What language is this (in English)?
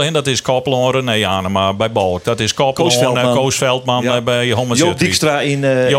Western Frisian